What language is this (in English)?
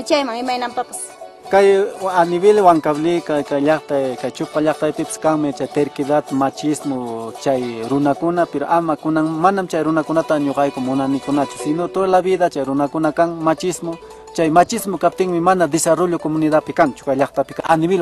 Ayacucho Quechua